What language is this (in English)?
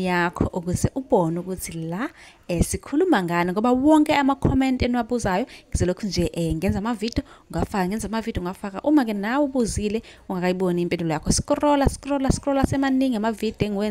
Zulu